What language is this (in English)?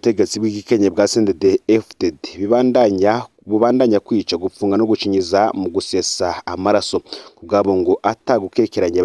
Rundi